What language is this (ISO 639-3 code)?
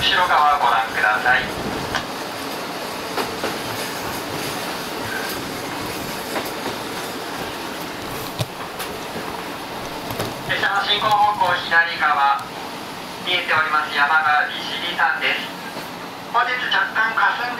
jpn